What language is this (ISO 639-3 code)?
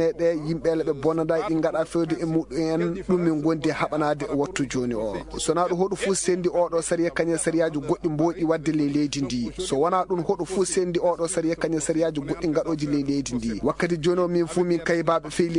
ful